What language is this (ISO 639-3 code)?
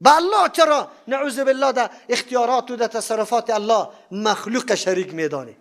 fas